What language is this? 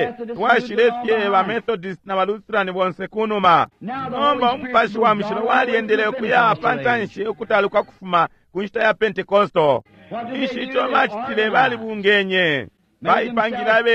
Bemba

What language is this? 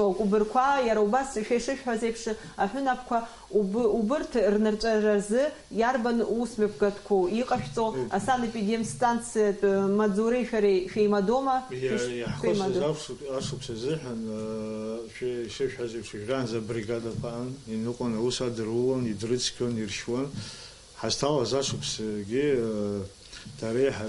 Abkhazian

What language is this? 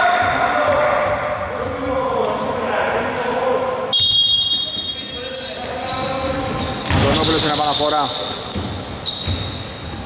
Greek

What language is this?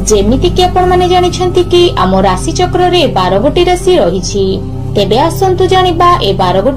Odia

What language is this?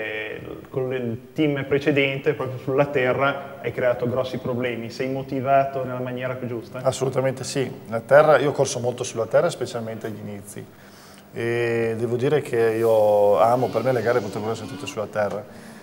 Italian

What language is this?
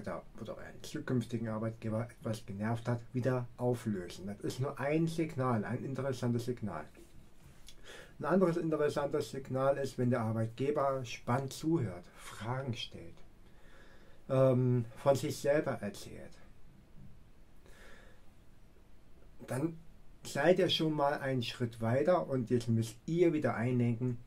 German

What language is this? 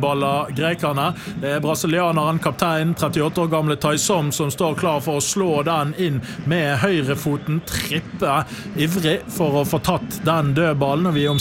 Norwegian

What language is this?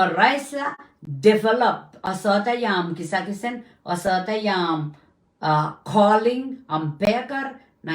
Pohnpeian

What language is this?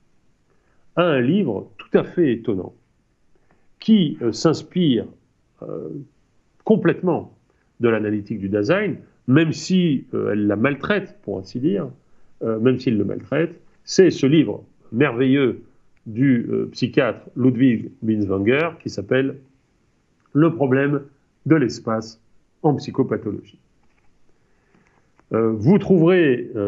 French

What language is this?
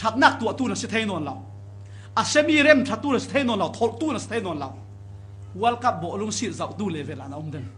Falam Chin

